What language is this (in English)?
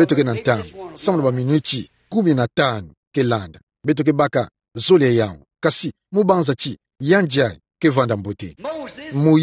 Kituba (Democratic Republic of Congo)